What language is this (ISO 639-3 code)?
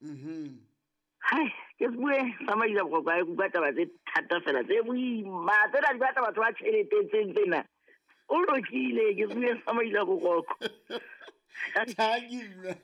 sot